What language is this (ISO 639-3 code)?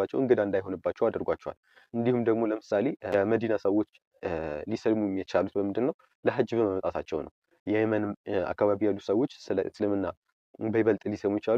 amh